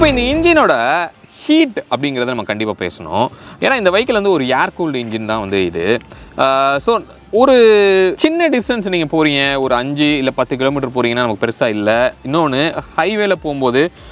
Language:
Tamil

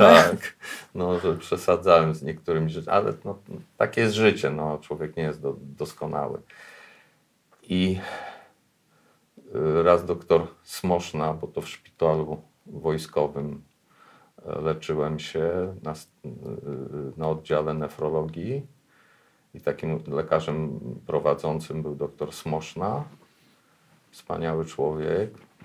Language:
Polish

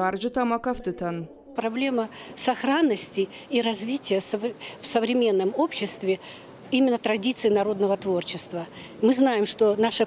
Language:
Ossetic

